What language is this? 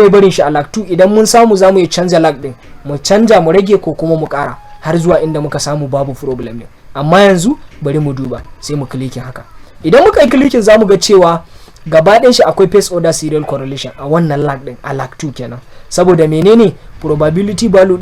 Hausa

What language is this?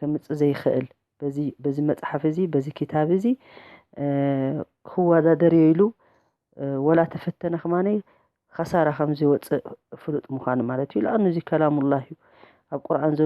Tigrinya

